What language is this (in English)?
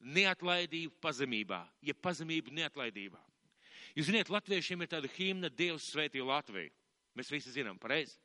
Latvian